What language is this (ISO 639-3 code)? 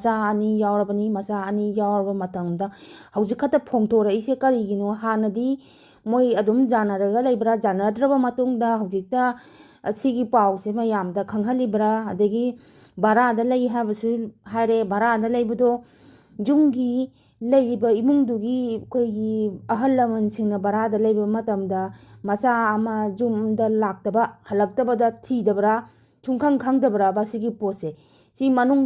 mni